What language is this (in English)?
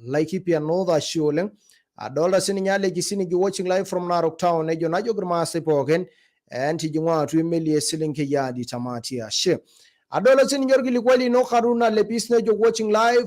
Masai